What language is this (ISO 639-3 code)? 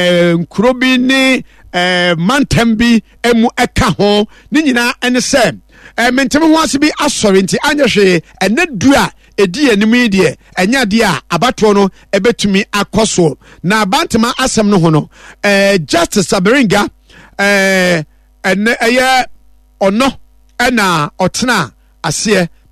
aka